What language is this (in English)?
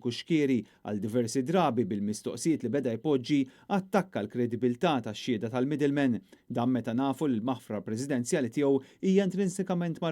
Maltese